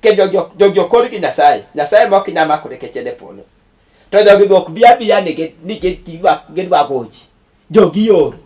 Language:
Luo (Kenya and Tanzania)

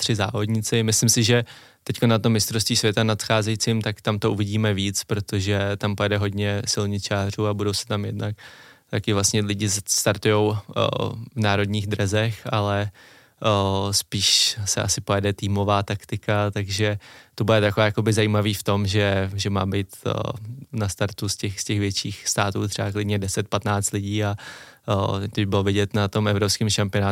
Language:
Czech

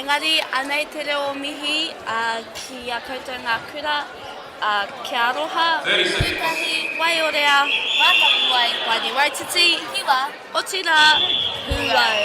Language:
Māori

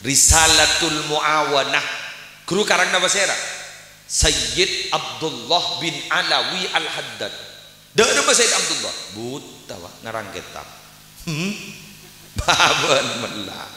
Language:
Madurese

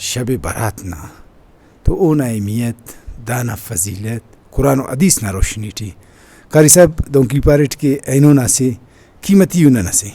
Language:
Brahui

